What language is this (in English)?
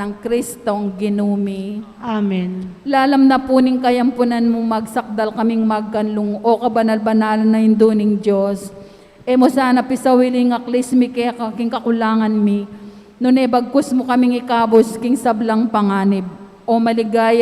Pampanga